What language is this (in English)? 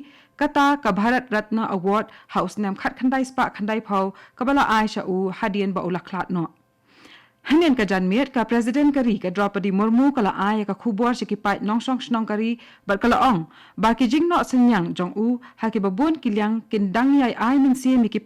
Khasi